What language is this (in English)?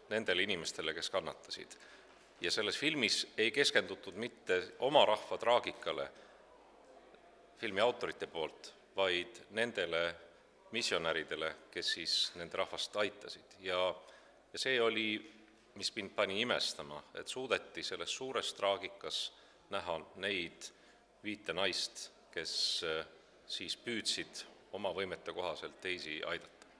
Estonian